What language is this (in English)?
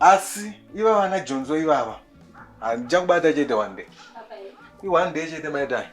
Shona